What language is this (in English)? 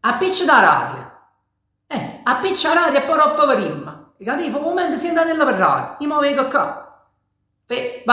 Neapolitan